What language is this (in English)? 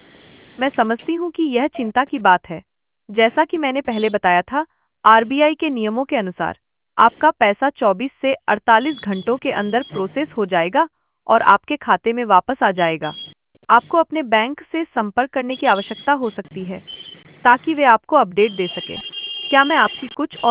Hindi